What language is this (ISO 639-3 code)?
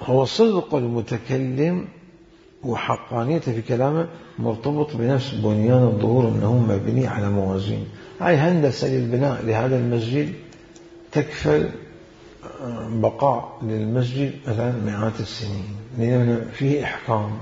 acm